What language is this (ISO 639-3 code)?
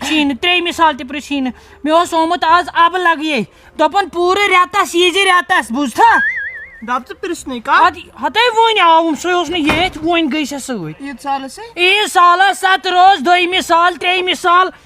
kas